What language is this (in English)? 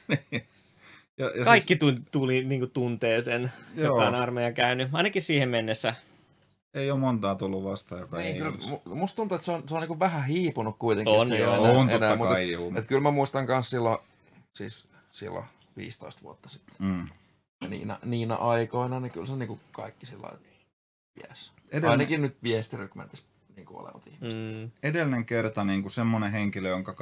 Finnish